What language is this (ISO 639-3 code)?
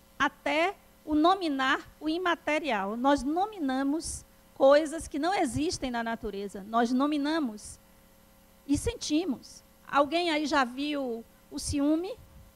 por